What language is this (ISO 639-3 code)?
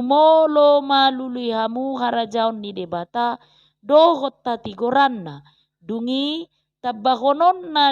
bbc